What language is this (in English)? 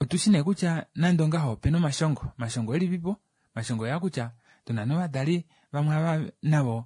Kuanyama